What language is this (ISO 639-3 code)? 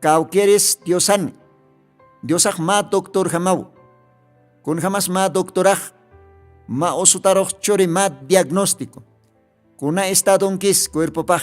aym